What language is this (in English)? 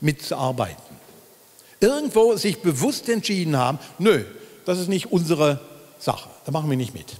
Swiss German